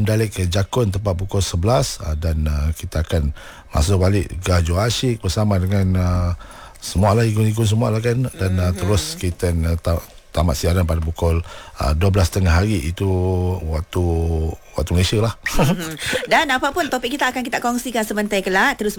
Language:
Malay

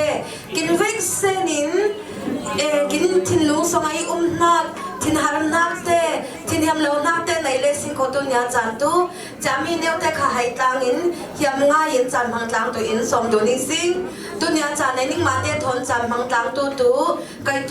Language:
Falam Chin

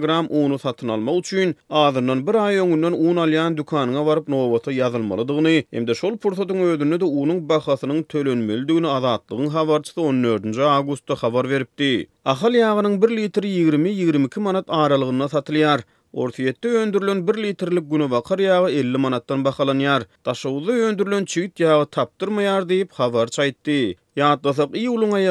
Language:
Turkmen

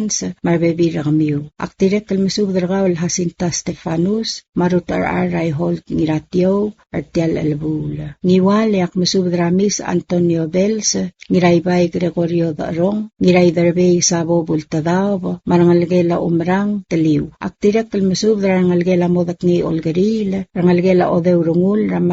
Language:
Palauan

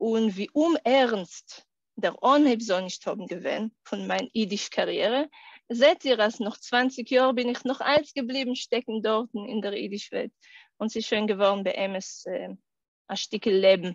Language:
Yiddish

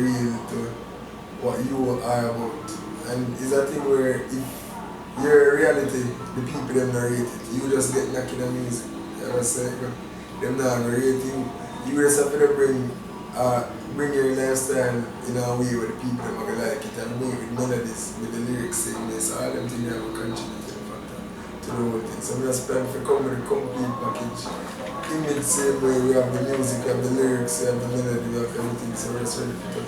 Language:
Jamaican Creole English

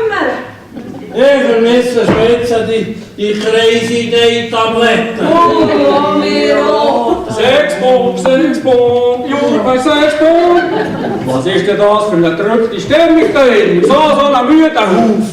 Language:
Swiss German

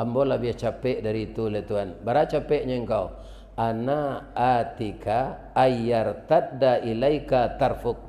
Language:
Minangkabau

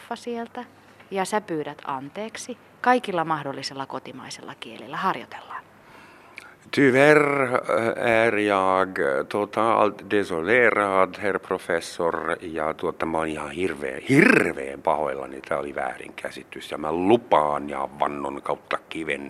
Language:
Finnish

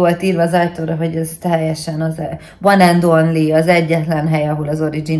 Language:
Hungarian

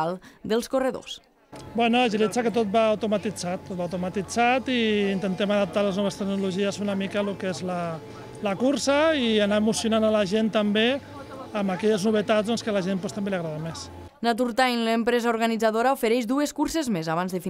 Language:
Catalan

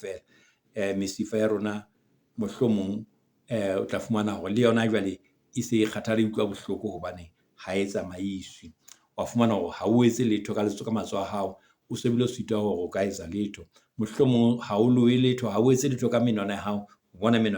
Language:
Southern Sotho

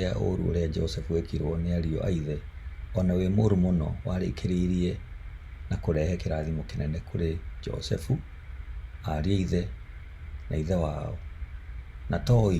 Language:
Kikuyu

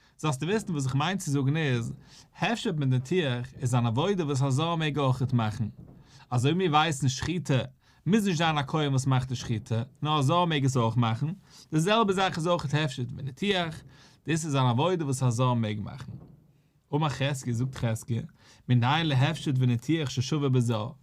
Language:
Yiddish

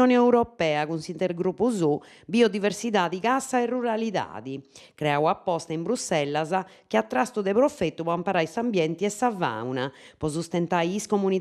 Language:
Sardinian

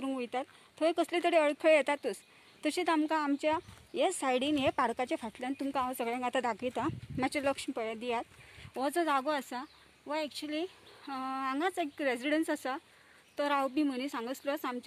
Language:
Konkani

